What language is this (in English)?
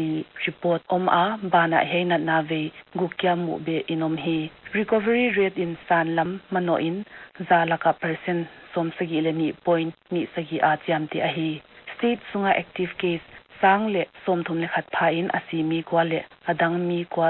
Paite Chin